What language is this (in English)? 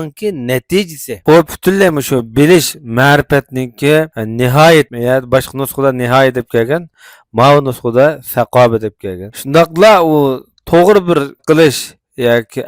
Uyghur